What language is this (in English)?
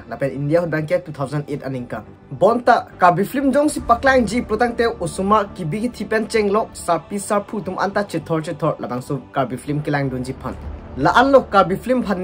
Karbi